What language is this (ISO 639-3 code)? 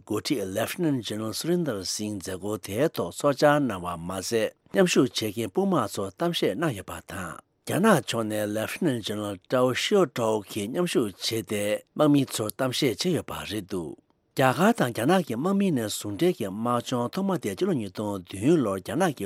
bod